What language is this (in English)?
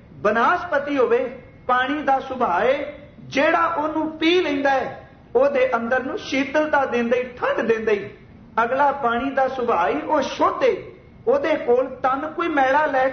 Punjabi